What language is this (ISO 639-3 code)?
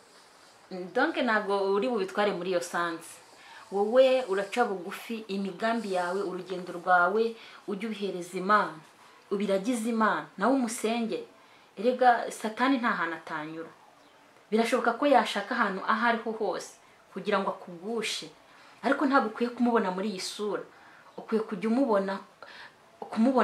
kin